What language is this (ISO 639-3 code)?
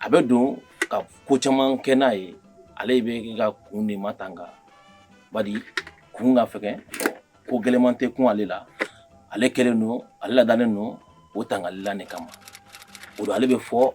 bam